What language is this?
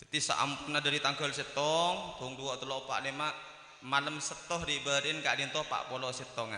Madurese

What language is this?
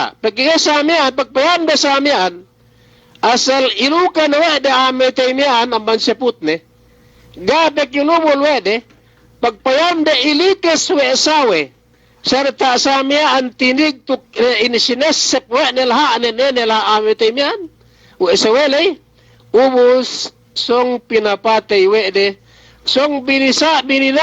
Yakan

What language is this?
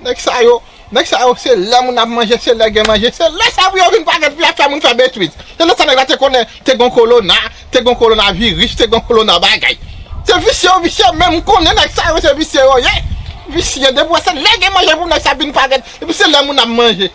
Haitian Creole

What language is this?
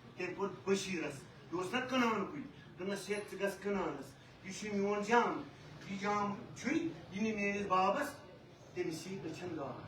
Kashmiri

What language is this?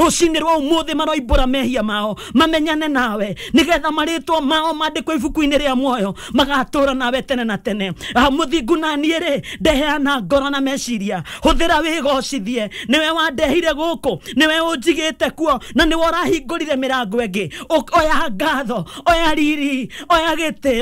Kikuyu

